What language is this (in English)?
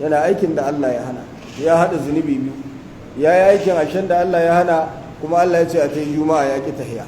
Hausa